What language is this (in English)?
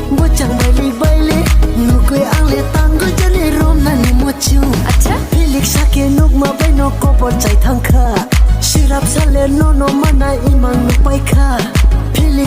Kok Borok